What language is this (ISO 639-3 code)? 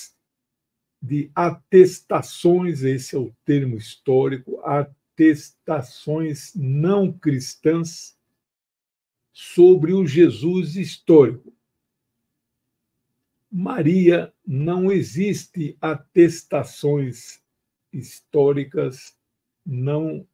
por